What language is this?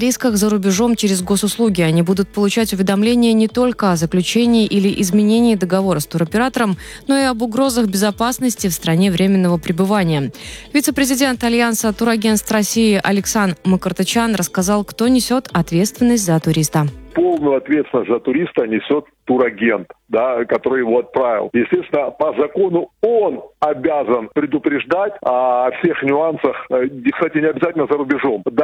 Russian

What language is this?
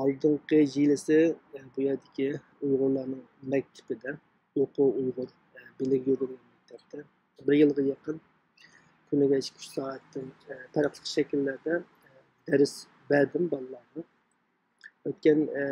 Uyghur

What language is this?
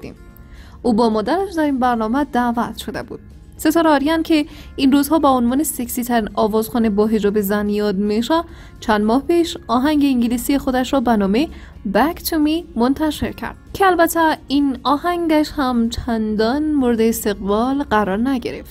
Persian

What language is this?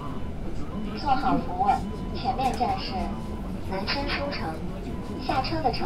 Chinese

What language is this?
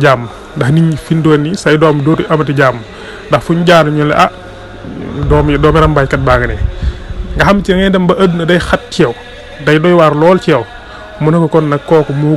Wolof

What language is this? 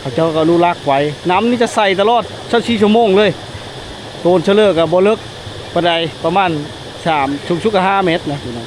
Lao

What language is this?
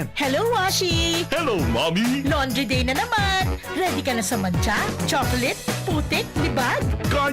Bikol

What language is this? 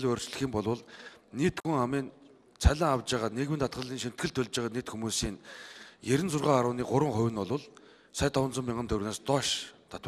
Mongolian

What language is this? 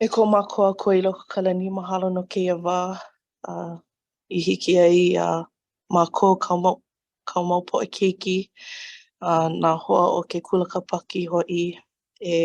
Hawaiian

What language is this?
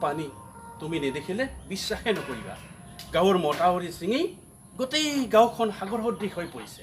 Assamese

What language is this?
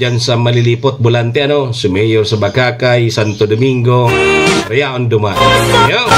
Bikol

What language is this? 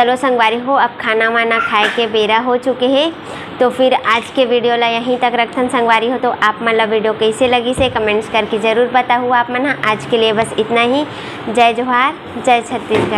Chhattisgarhi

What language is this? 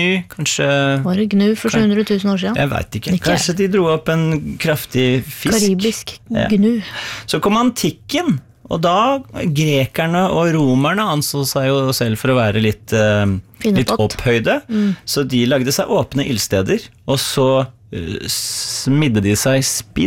Norwegian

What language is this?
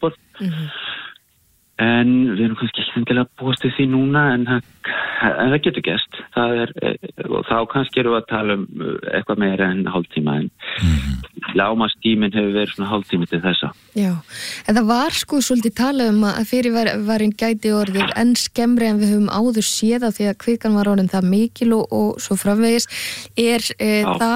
Icelandic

